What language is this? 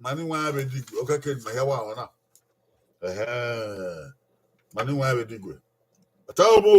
Bini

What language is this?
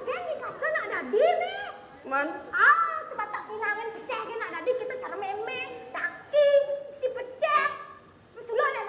Balinese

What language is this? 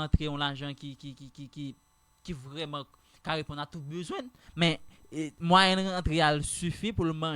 Haitian Creole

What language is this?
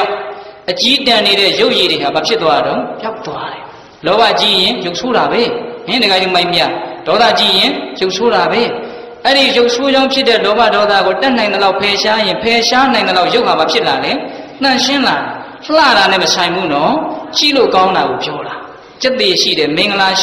Burmese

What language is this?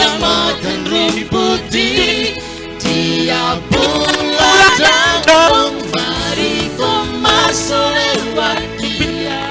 Kupang Malay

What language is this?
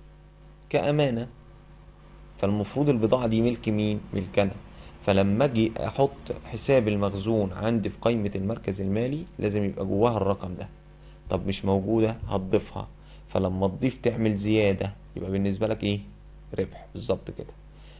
Egyptian Arabic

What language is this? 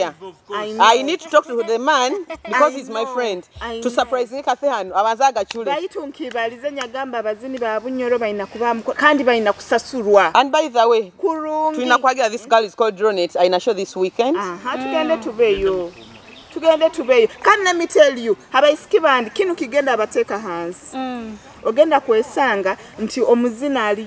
Nyoro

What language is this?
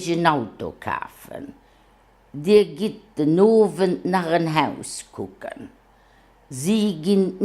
Luxembourgish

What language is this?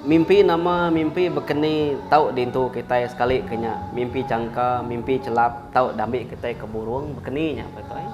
Iban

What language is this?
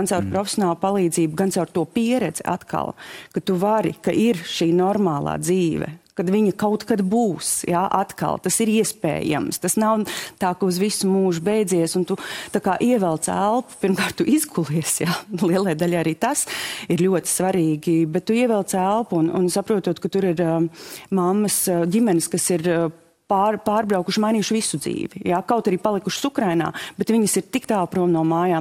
Latvian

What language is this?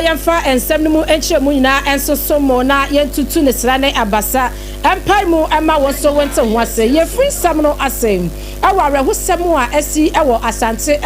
Akan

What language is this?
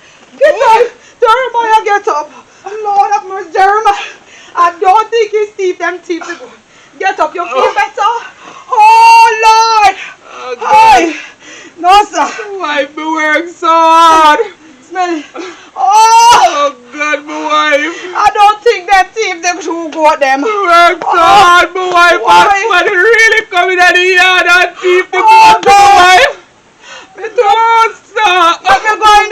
Jamaican Creole English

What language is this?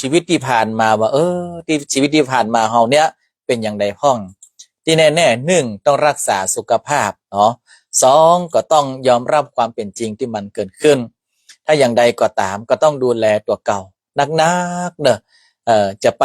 Northern Thai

